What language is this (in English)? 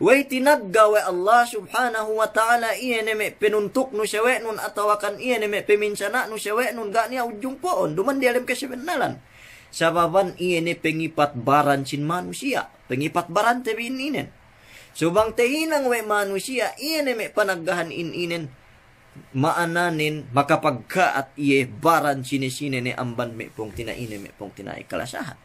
Yakan